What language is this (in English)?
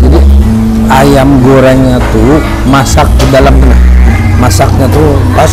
Banjar